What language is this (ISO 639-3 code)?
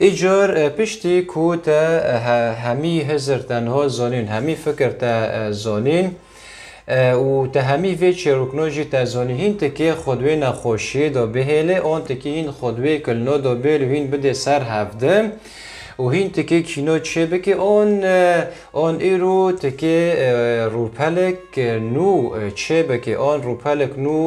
kur